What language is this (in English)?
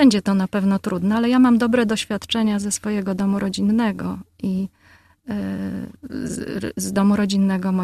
Polish